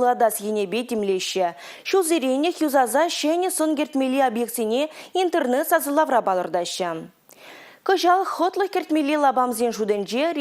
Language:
Chuvash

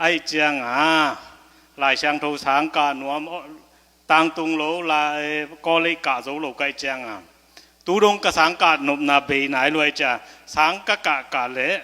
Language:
Tedim Chin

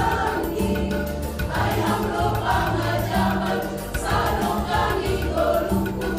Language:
Batak Simalungun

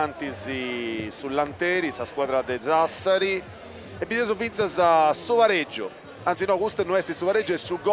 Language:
Sardinian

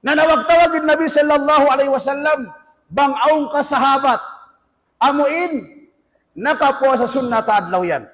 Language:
Tausug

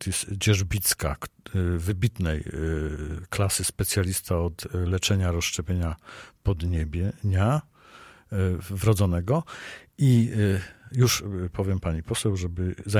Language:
Polish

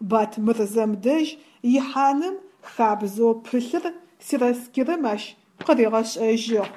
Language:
Adyghe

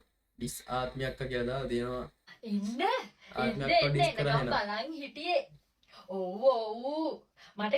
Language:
Sinhala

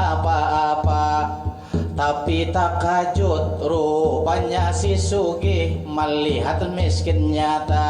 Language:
Banjar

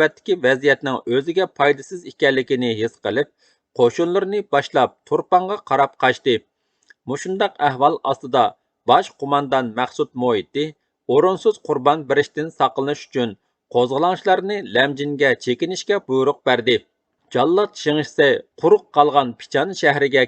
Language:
Uyghur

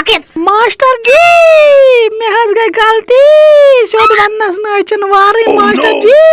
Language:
Kashmiri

